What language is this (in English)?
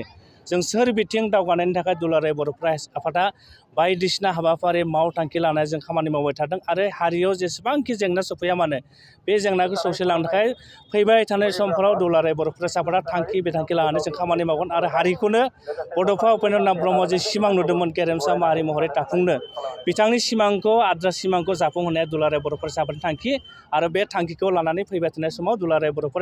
Bodo